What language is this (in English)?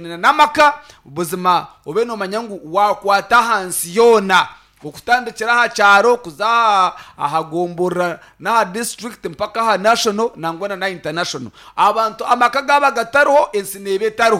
Nyankole